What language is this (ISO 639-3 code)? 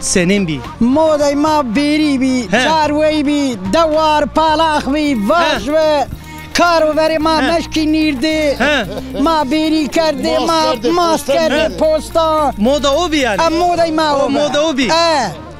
zza